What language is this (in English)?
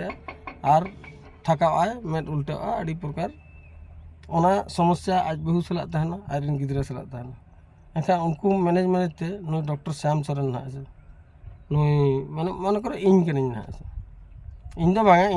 Santali